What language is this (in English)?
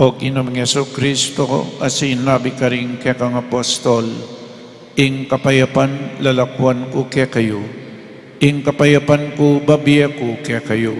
Pampanga